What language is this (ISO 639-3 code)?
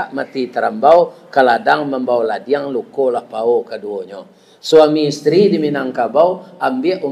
min